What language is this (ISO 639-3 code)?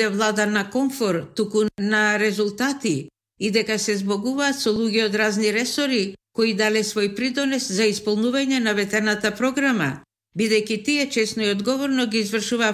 mkd